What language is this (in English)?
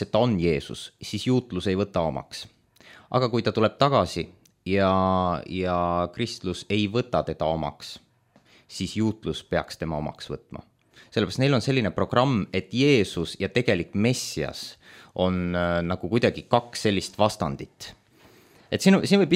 Estonian